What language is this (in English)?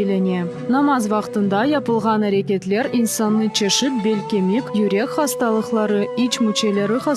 Crimean Tatar